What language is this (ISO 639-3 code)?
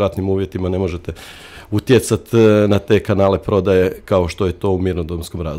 hrv